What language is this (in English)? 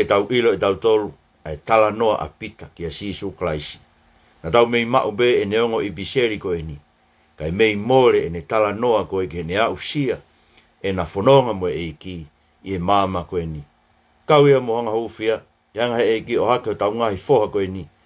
Tongan